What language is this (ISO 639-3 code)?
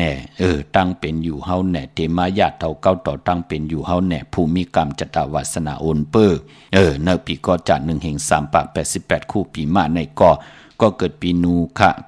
shn